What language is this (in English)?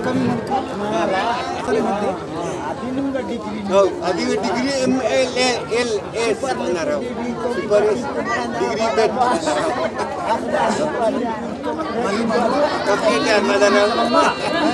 Hindi